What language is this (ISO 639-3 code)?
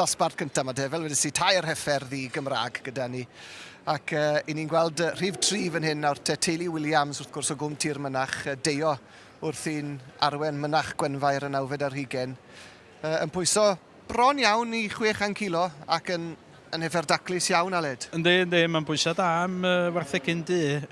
cym